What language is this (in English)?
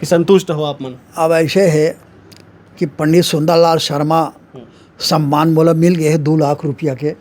Chhattisgarhi